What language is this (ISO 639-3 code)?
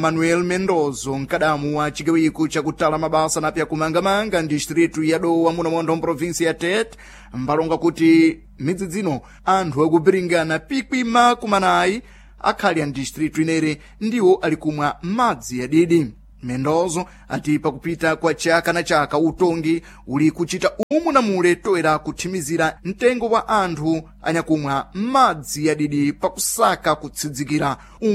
seh